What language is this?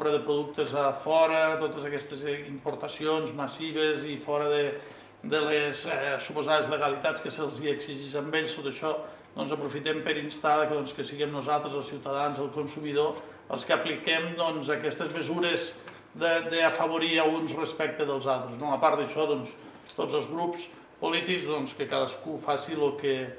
Catalan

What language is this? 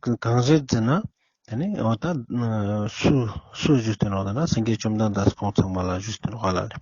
Ladakhi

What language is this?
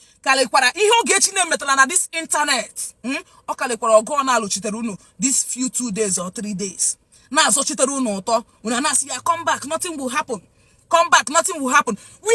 Igbo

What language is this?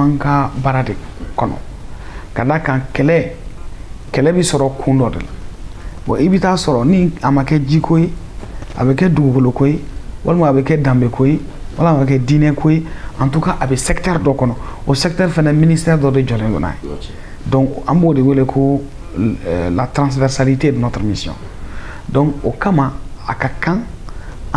Bambara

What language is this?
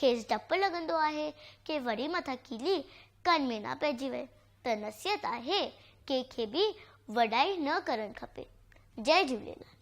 Sindhi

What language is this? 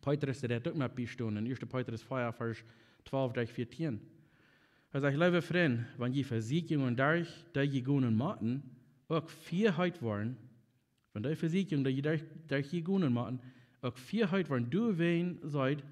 Plautdietsch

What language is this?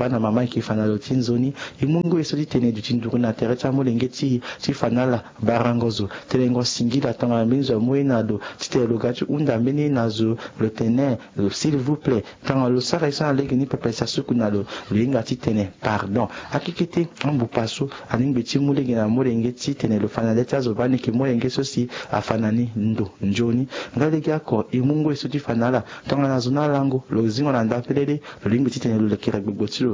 Sango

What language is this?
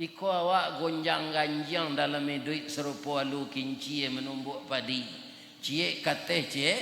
Minangkabau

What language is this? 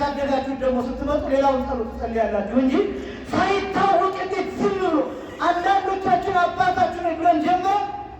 Amharic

